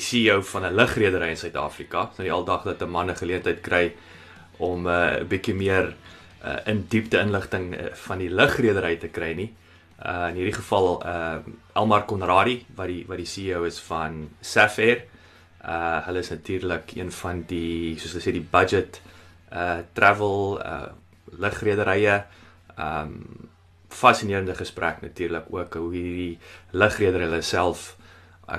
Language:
Afrikaans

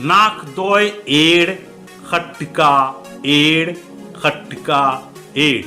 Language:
Kurukh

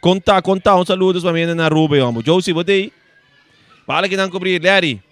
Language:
Papiamento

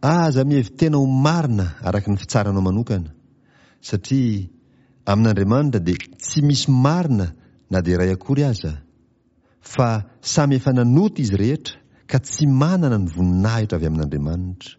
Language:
Malagasy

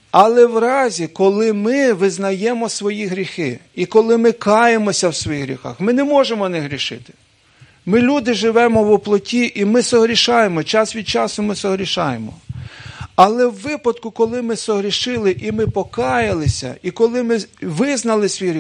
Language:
Ukrainian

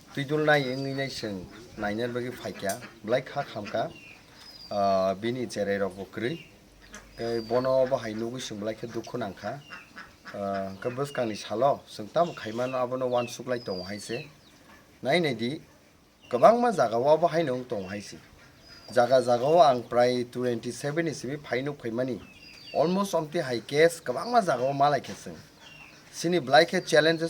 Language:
Kok Borok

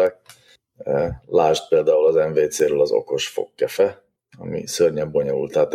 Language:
Hungarian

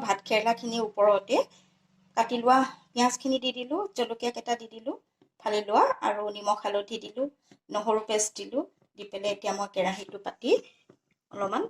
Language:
Assamese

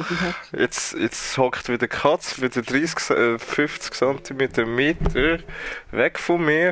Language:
Swiss German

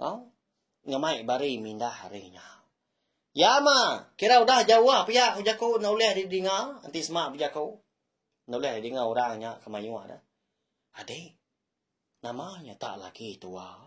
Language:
Iban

